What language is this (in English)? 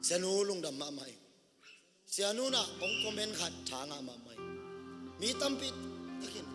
Tedim Chin